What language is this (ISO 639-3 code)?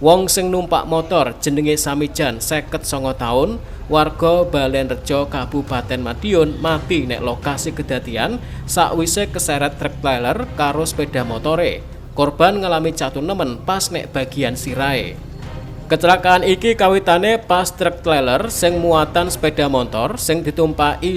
jav